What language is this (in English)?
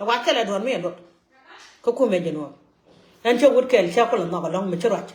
Nuer